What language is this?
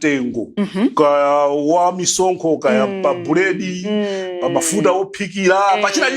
Nyanja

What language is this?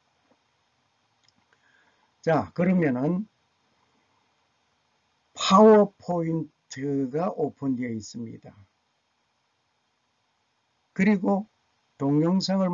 Korean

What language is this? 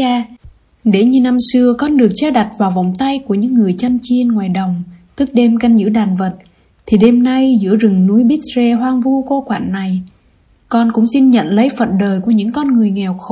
Vietnamese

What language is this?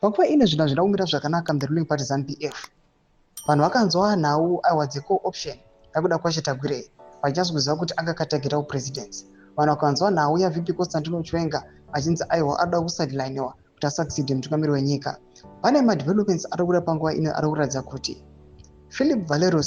Shona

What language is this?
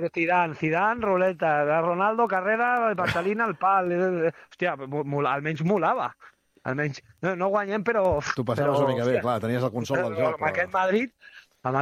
Catalan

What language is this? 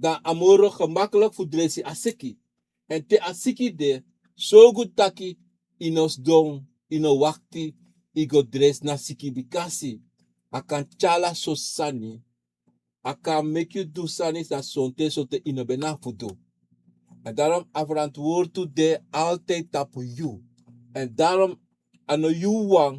Sranan Tongo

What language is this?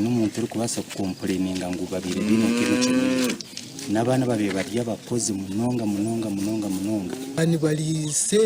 Nyankole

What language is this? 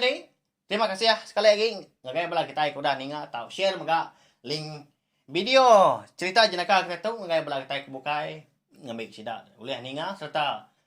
Iban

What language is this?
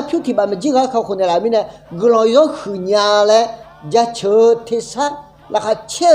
Akha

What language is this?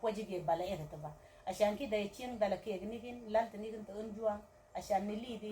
Mabaan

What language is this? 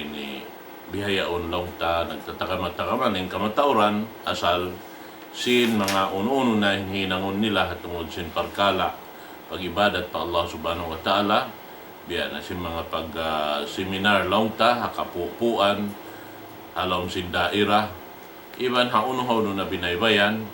Tausug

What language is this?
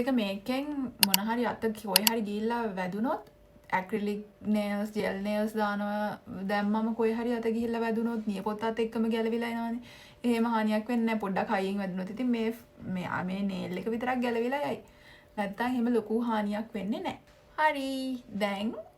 Sinhala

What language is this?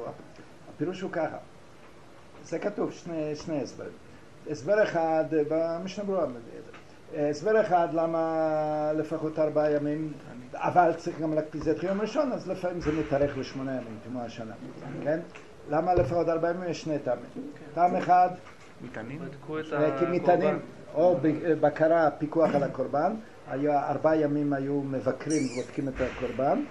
Hebrew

